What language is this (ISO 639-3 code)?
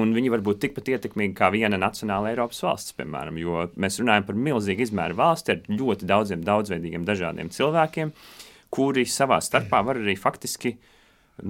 lav